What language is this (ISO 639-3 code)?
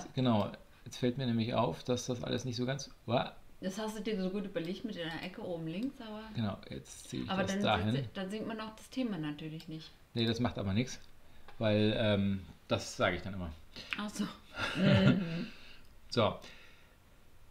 deu